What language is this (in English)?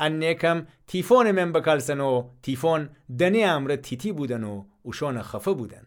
Gilaki